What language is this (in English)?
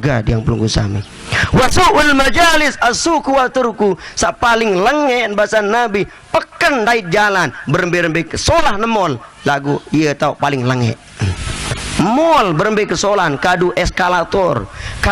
Sasak